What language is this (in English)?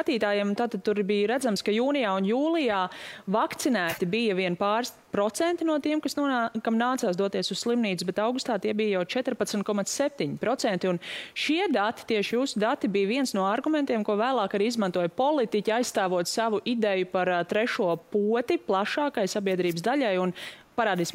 Latvian